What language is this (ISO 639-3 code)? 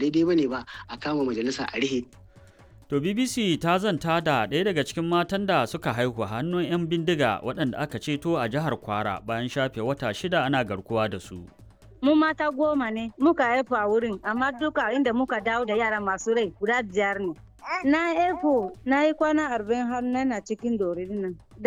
hau